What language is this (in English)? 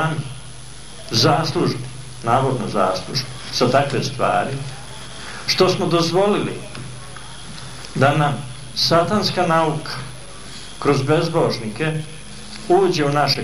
Serbian